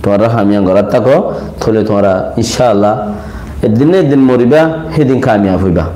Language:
Rohingya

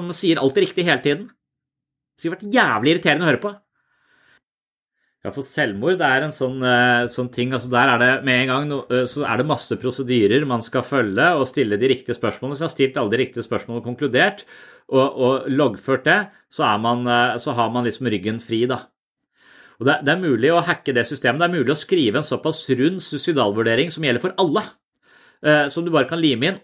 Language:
Norwegian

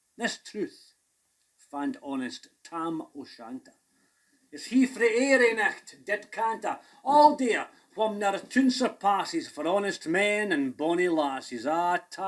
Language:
Scots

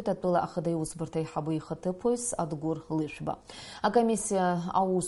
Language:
Abkhazian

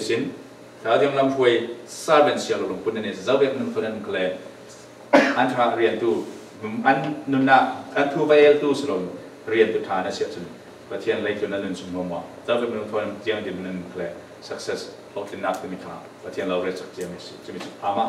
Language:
Falam Chin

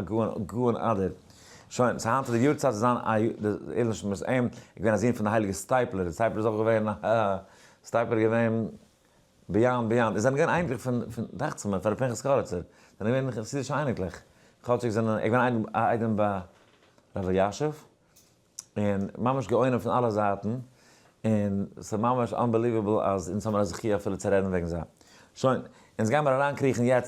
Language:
Yiddish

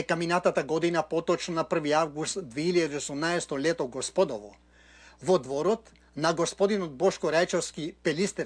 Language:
Macedonian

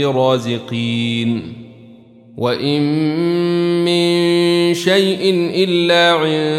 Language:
Arabic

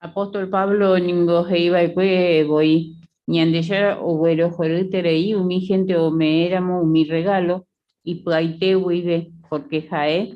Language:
Guarani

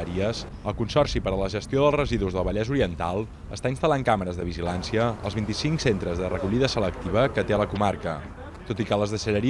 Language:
Catalan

